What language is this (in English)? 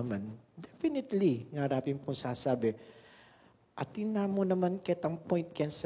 Pampanga